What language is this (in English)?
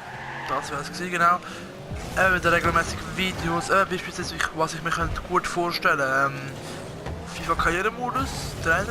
Swiss German